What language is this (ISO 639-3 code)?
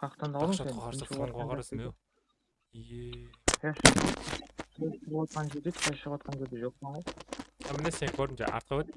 kaa